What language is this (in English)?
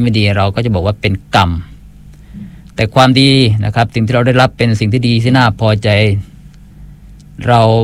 Thai